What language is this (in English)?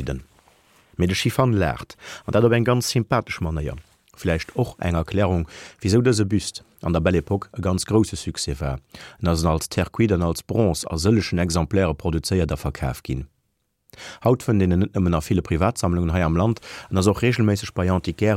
Luxembourgish